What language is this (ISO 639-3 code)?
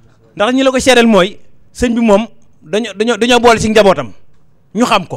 wol